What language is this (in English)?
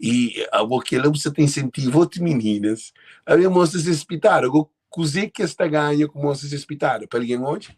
Kabuverdianu